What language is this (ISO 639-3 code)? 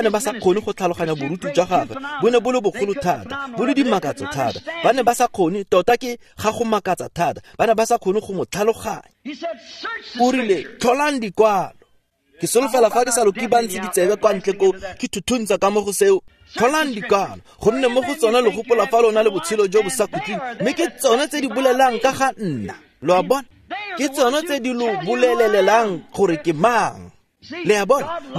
tsn